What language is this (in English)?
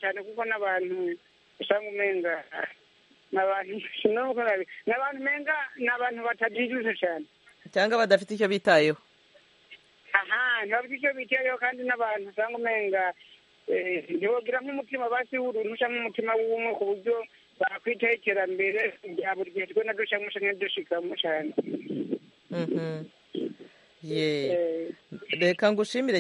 Kinyarwanda